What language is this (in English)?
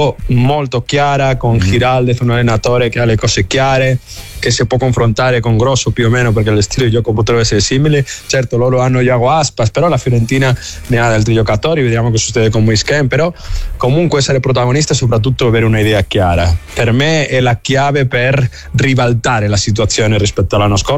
Italian